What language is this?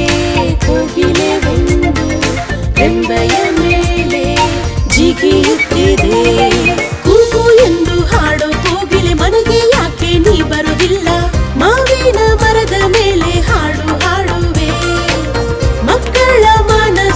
Kannada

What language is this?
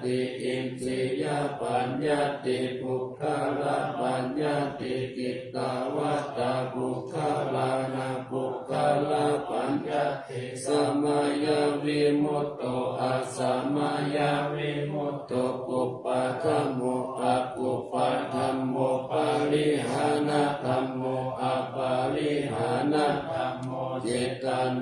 Pali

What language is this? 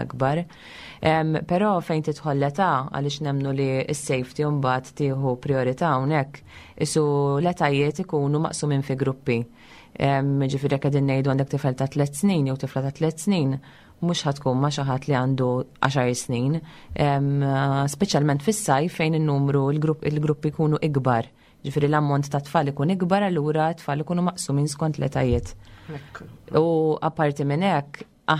Maltese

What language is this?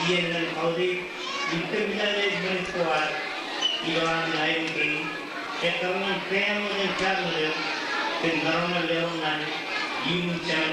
Marshallese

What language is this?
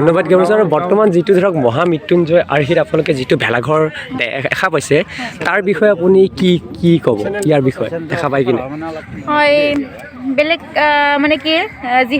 Assamese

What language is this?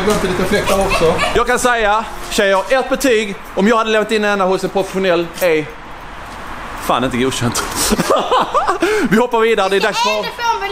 Swedish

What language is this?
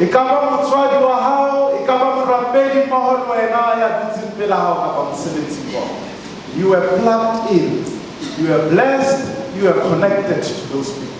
Southern Sotho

